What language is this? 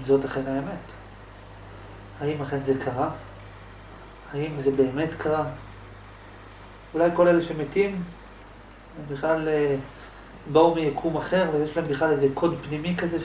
Hebrew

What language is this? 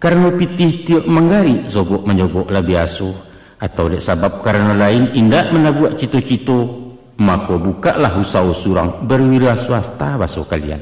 Minangkabau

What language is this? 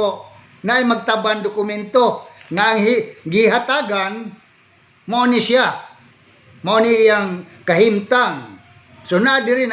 Cebuano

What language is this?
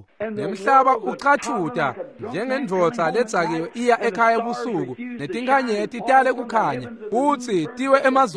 Swati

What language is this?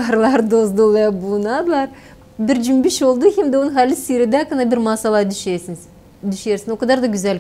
Gagauz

